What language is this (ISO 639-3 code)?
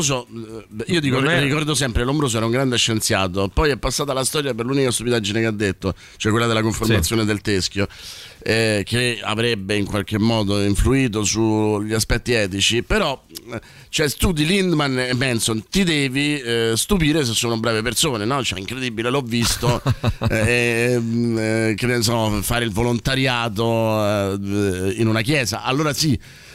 ita